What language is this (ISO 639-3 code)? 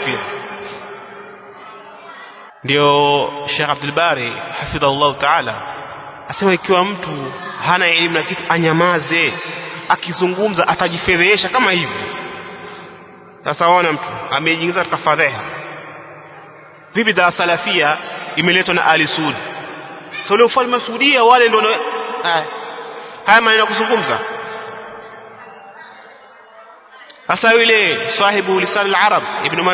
swa